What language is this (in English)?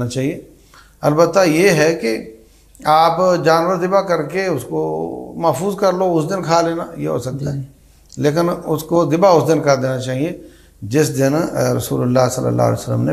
Urdu